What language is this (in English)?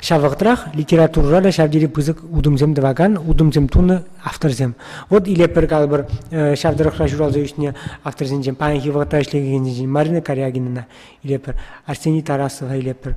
Chuvash